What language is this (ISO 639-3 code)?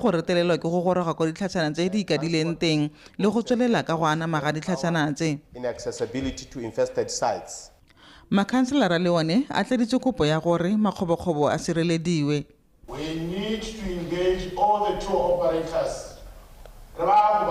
tsn